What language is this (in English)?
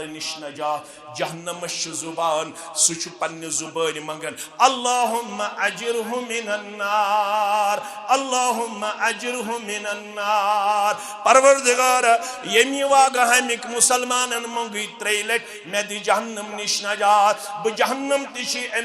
Kashmiri